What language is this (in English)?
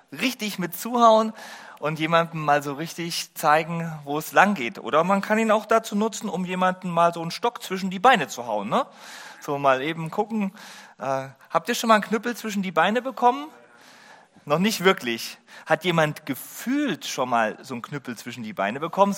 German